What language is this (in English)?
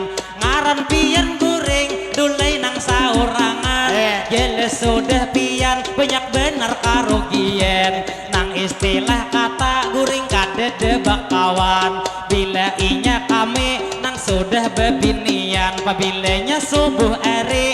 Banjar